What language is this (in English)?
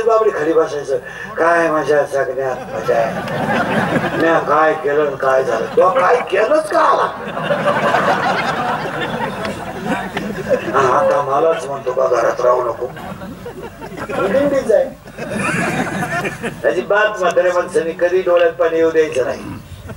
Marathi